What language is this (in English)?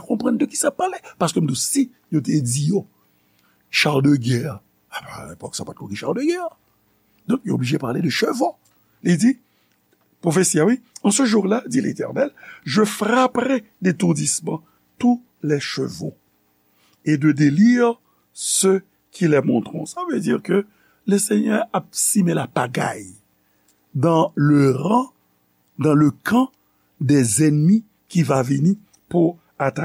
Haitian Creole